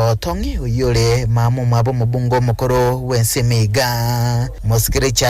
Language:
Gusii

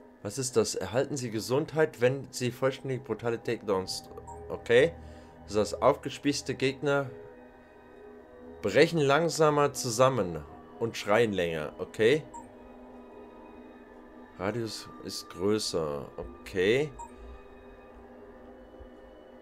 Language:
German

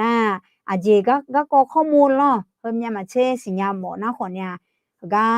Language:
Akha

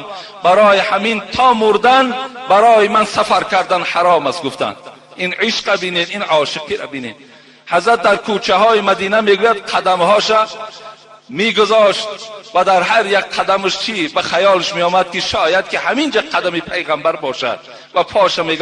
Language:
Tajik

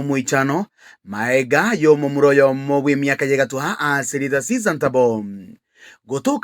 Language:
Gusii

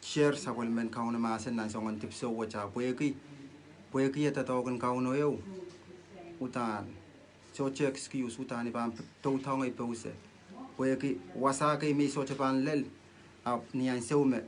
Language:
Pohnpeian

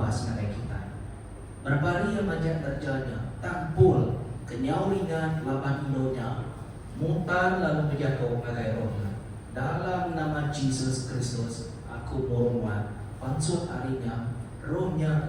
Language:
Iban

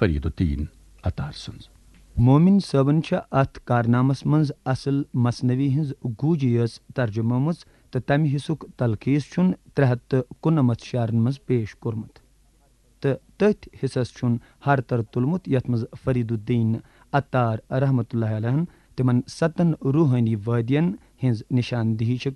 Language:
Kashmiri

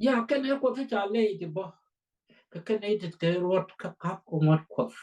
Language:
Nuer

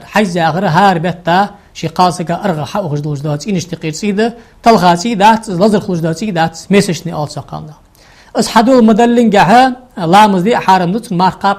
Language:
Ingush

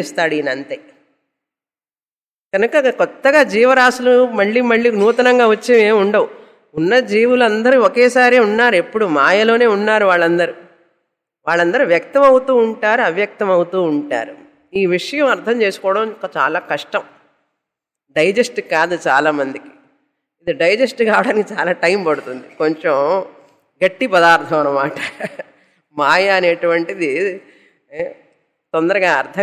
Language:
Telugu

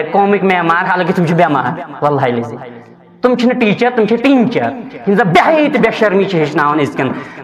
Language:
Kashmiri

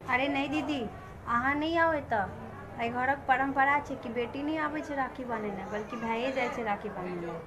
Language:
Maithili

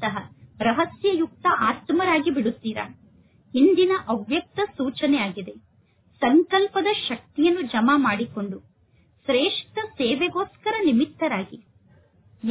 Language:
Kannada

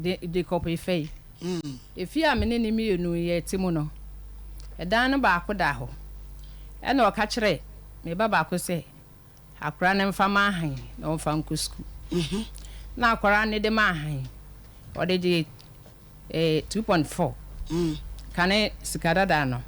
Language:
Akan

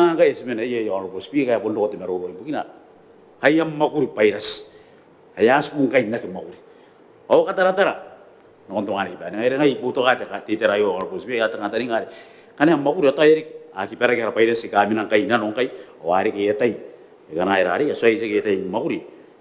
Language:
Gilbertese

